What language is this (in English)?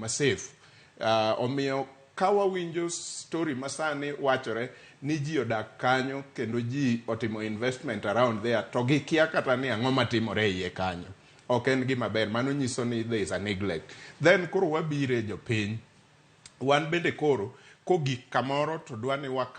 Luo (Kenya and Tanzania)